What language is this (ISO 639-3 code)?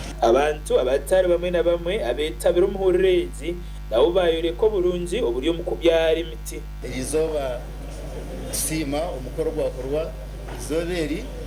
nyn